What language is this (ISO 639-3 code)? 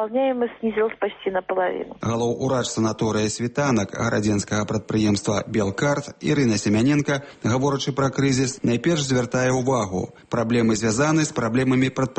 bel